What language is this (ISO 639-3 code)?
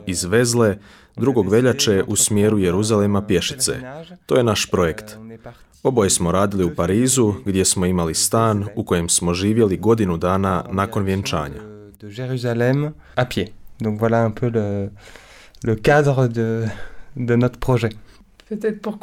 srp